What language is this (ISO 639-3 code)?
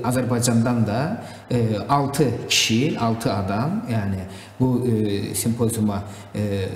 gag